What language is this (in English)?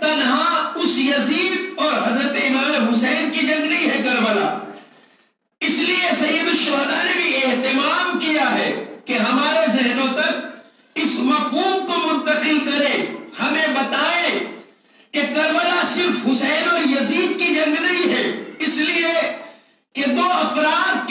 Urdu